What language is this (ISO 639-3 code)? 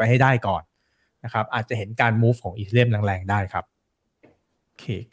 tha